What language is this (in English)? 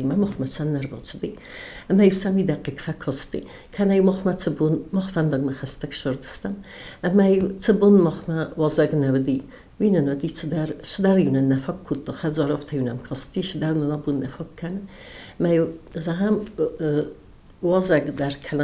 Ossetic